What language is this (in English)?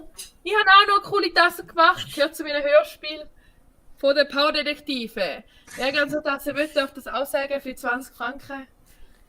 Swiss German